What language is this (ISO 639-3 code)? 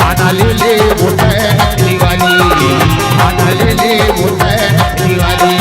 hne